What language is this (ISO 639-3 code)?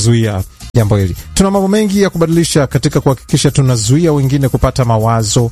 swa